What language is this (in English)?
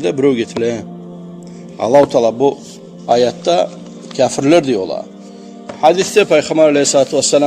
Kumyk